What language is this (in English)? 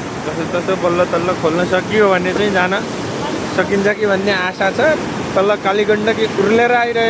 Nepali